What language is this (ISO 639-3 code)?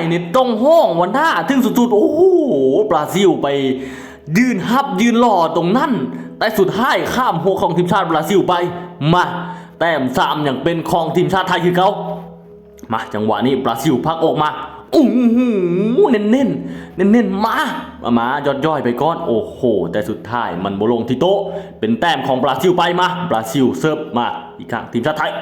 lao